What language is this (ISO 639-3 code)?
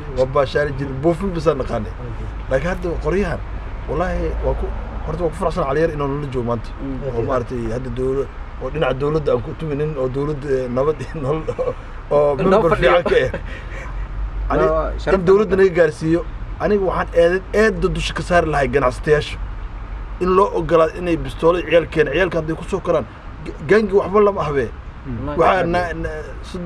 som